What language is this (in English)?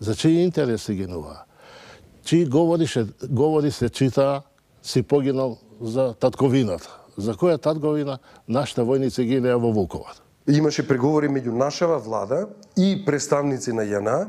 Macedonian